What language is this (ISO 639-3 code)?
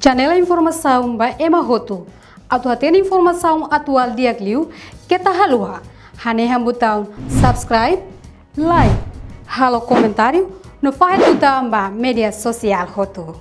tet